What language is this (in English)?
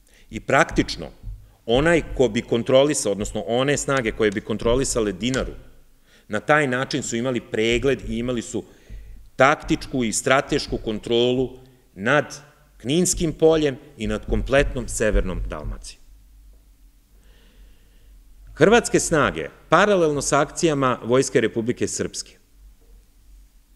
Serbian